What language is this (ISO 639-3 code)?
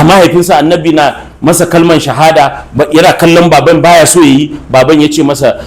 hau